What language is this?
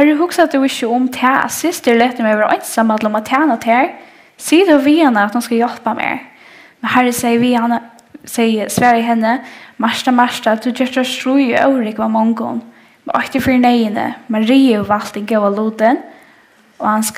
Faroese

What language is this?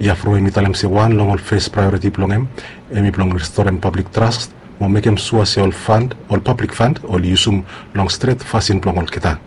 Bislama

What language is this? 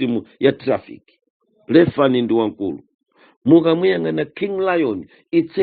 Nyanja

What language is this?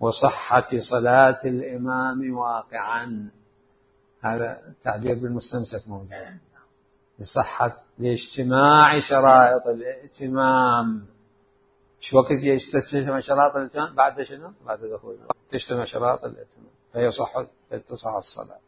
Mesopotamian Arabic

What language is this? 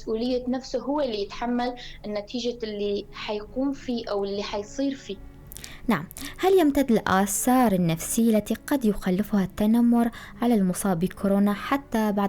North Levantine Arabic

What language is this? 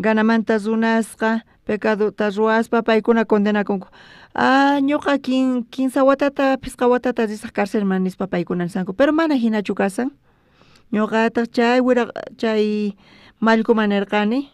South Bolivian Quechua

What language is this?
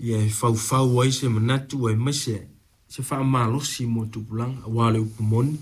Samoan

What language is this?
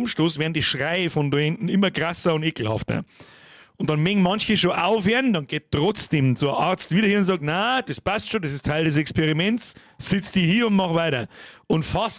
Bavarian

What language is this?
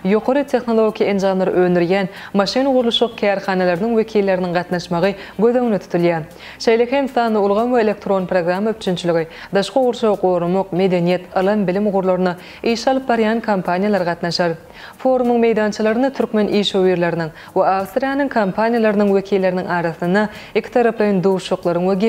Turkmen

